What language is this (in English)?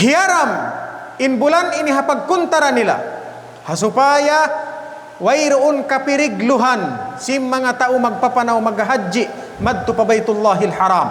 Tausug